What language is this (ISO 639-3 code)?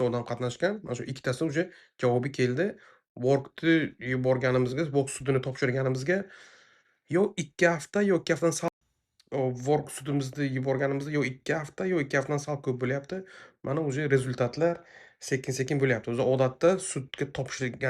uzb